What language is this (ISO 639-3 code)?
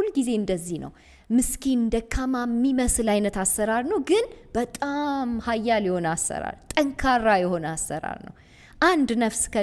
amh